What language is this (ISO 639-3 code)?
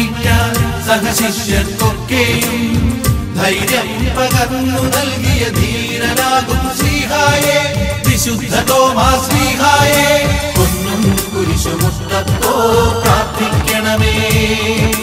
mal